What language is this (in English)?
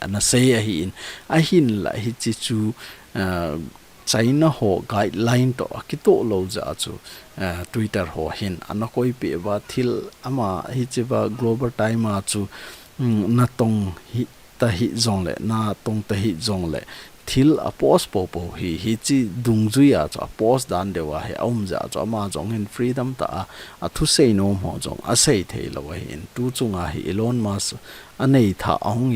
Thado Chin